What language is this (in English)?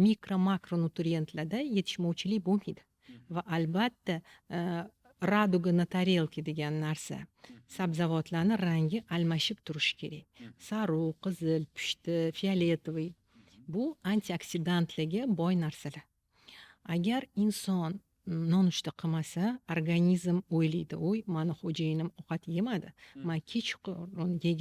Uzbek